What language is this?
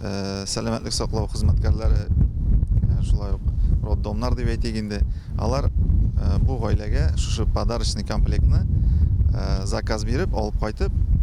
Tatar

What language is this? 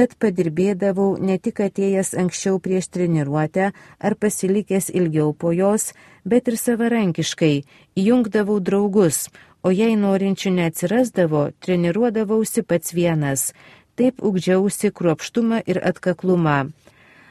Lithuanian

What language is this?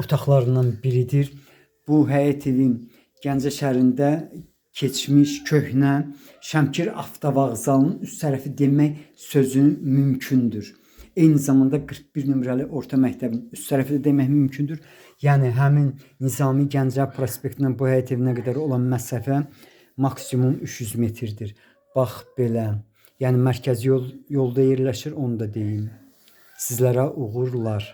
Azerbaijani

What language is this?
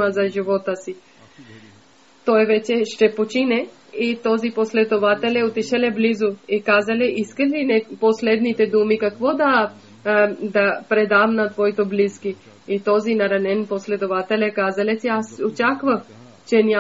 Bulgarian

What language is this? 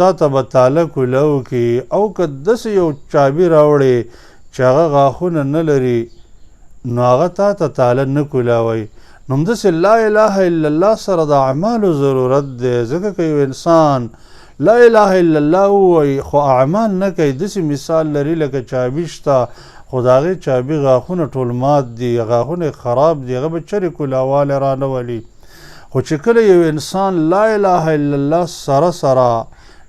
Pashto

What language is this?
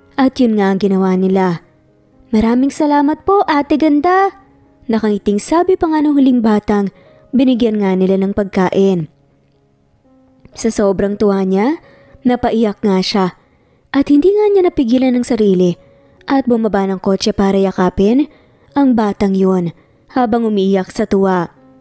Filipino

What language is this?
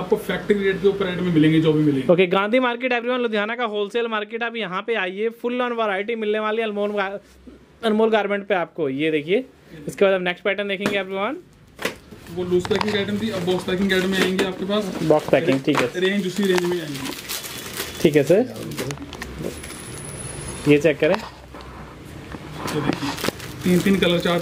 Hindi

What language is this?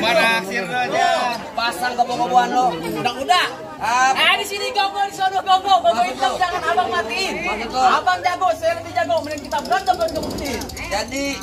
Betawi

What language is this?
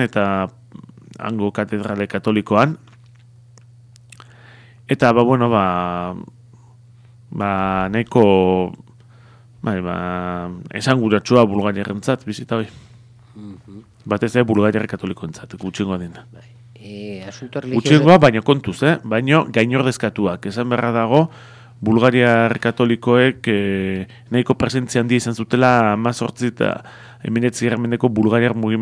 Basque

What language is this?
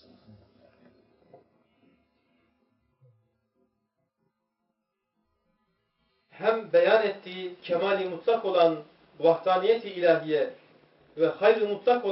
Turkish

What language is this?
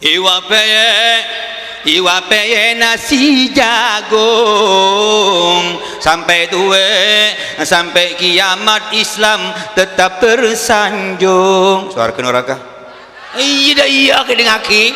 Madurese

